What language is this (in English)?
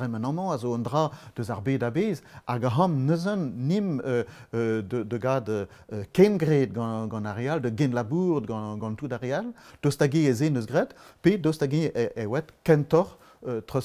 Breton